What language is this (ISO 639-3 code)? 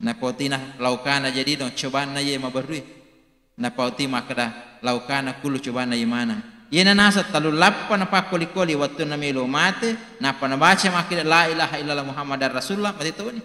bug